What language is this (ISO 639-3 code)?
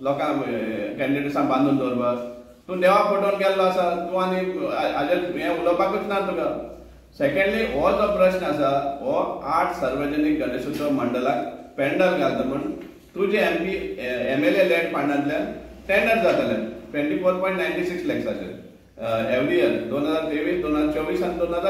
kok